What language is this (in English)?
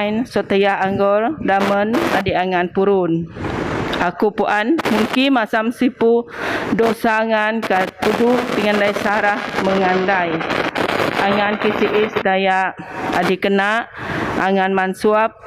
Biatah Bidayuh